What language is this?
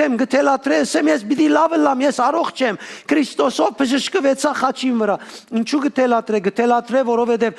Western Armenian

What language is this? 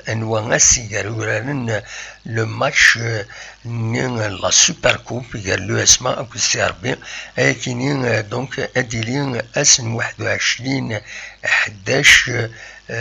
Kabyle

